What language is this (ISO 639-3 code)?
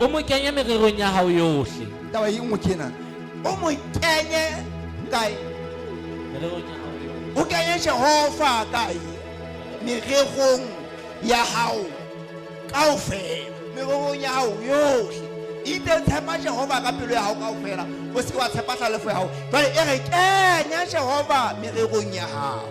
sot